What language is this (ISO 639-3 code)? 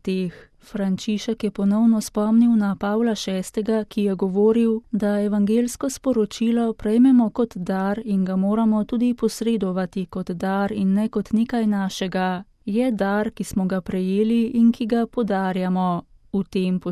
slv